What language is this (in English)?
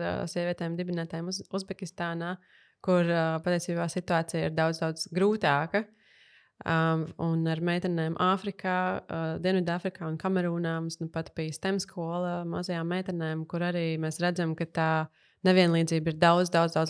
Latvian